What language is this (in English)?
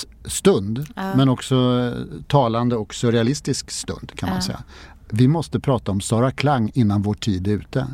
Swedish